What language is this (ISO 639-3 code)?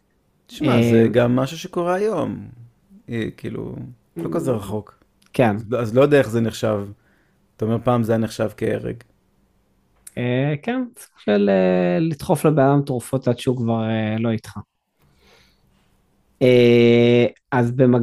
heb